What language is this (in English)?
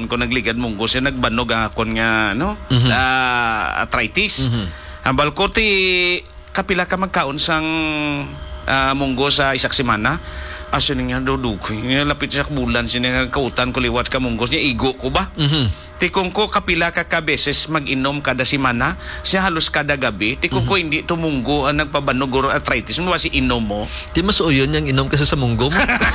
Hiligaynon